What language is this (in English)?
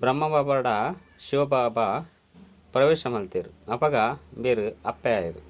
Tulu